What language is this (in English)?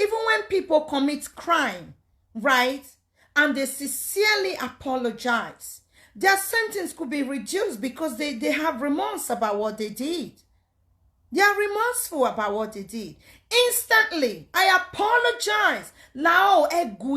Nigerian Pidgin